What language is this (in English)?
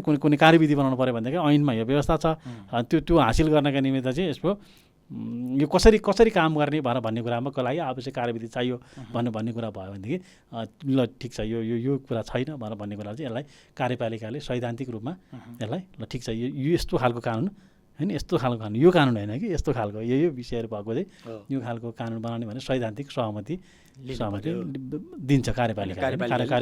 Nepali